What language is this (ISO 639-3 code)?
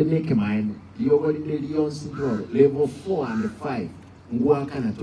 guz